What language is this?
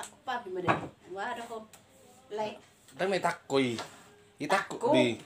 Batak Toba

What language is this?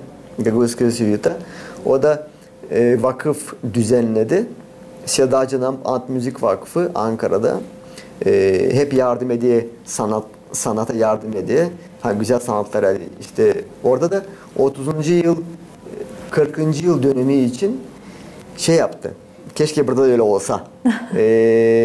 Gagauz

